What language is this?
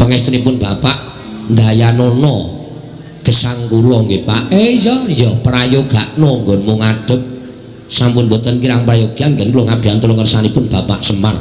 Javanese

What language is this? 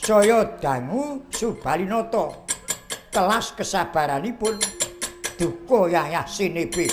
Javanese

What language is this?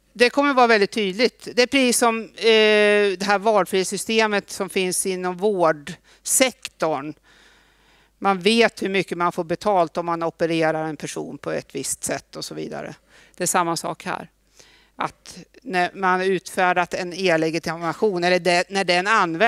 Swedish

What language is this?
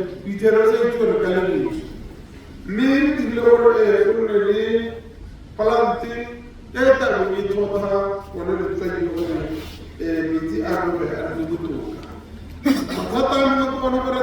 Tswana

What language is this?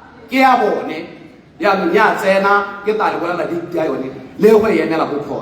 Tswana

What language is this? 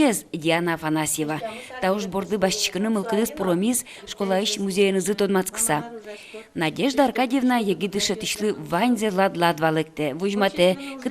Udmurt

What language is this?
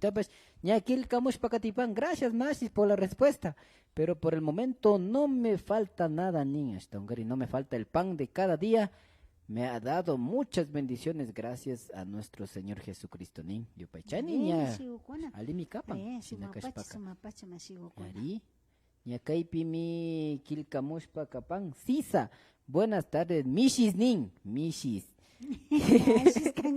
Imbabura Highland Quichua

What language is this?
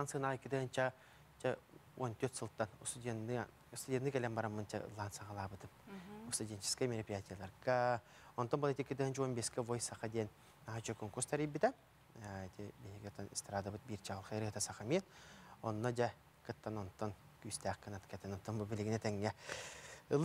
Yakut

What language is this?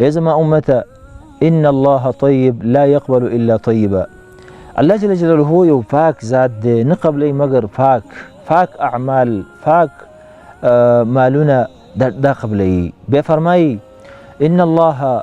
Pashto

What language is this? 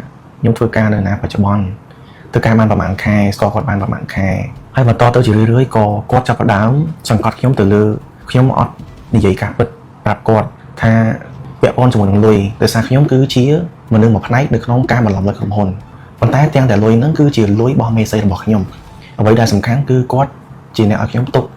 Khmer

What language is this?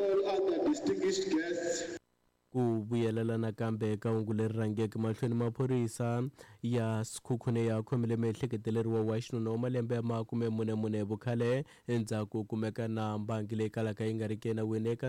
Tsonga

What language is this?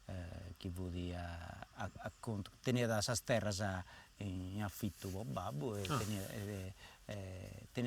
Sardinian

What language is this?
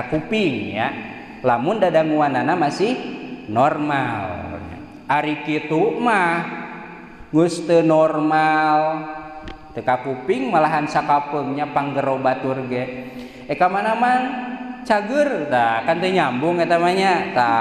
Sundanese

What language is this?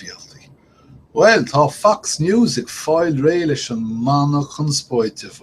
Irish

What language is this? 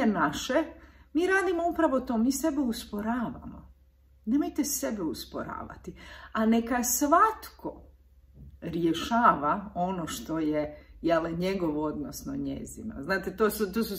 Croatian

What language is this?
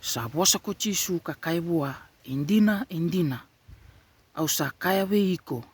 Fijian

